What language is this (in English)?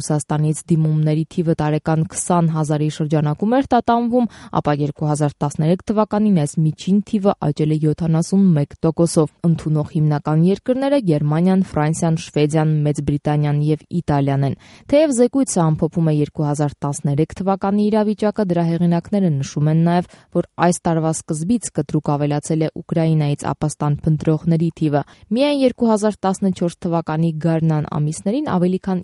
Armenian